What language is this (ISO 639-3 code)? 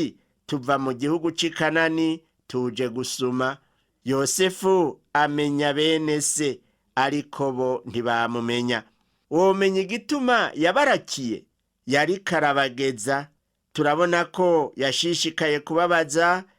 run